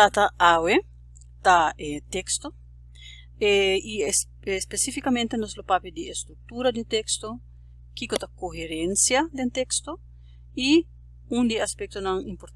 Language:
Papiamento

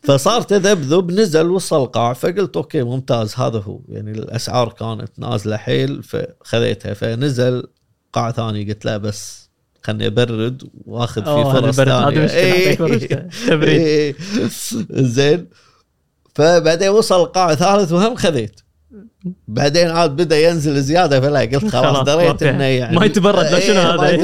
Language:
Gulf Arabic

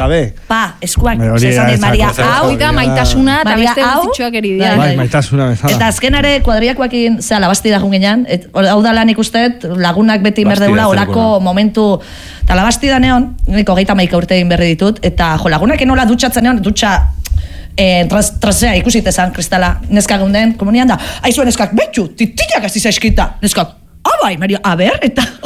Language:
Basque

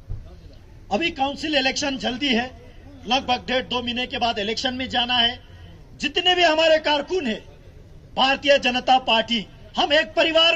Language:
Hindi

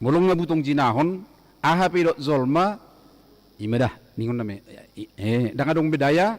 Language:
Batak Toba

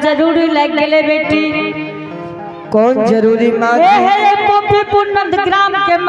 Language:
Angika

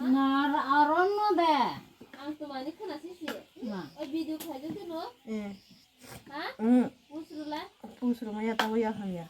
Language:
Kok Borok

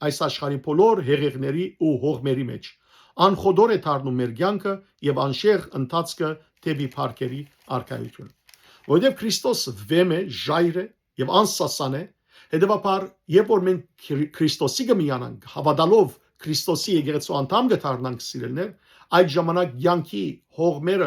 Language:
Western Armenian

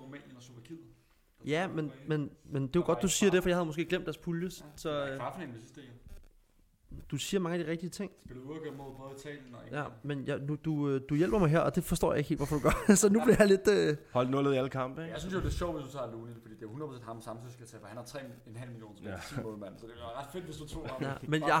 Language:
Danish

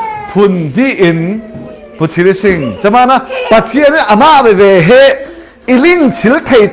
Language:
Falam Chin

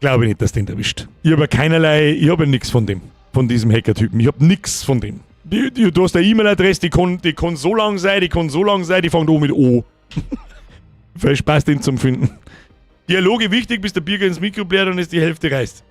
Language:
Bavarian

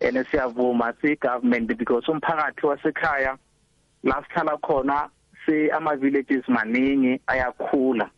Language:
South Ndebele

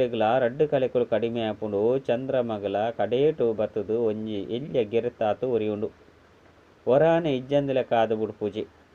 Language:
Tulu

